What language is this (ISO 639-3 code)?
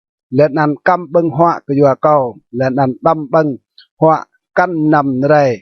rad